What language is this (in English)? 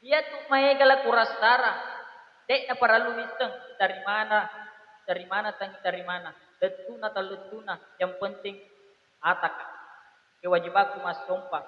Buginese